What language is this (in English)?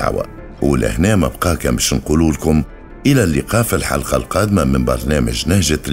Tunisian Arabic